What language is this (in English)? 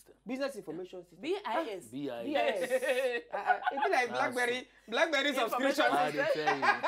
Nigerian Pidgin